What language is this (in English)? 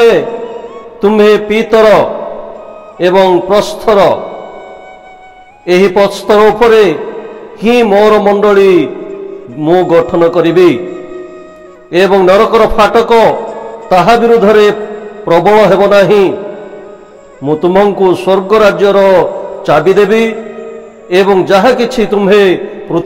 Odia